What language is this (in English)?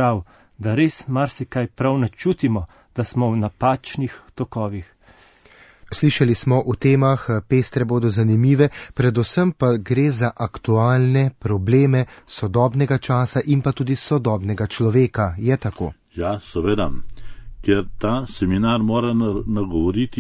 Slovenian